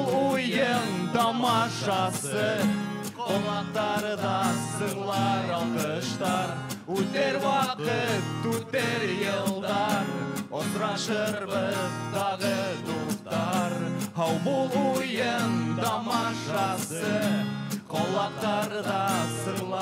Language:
Bashkir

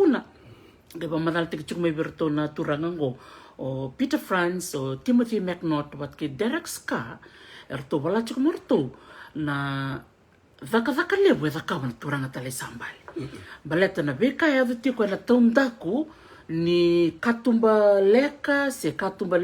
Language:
Fijian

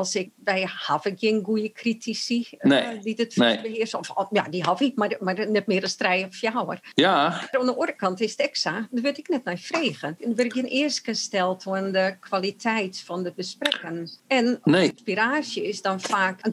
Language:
Western Frisian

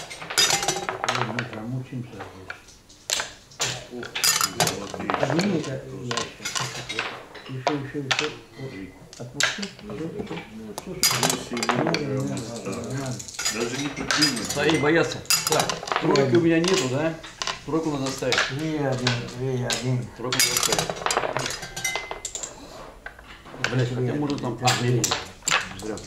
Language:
Russian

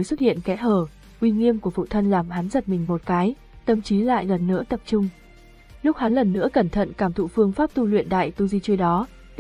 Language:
Vietnamese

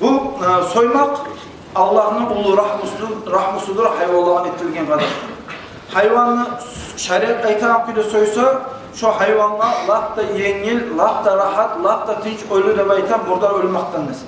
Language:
Kumyk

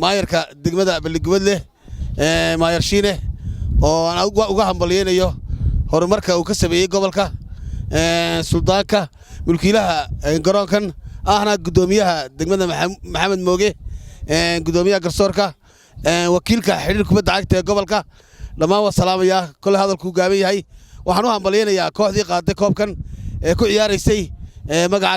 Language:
Somali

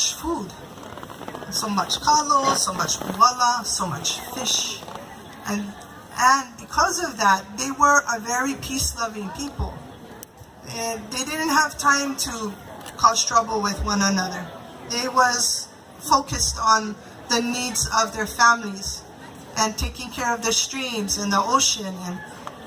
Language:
Hawaiian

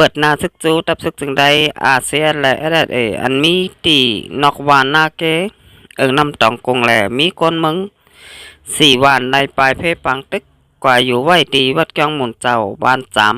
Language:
Shan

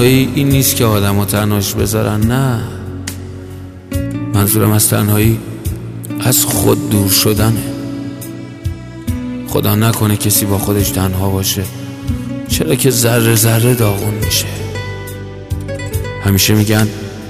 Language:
Persian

